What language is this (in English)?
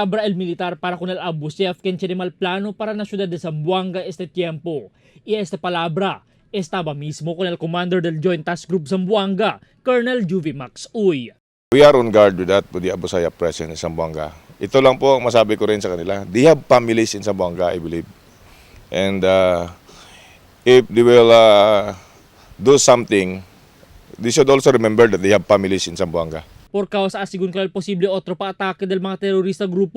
Chavacano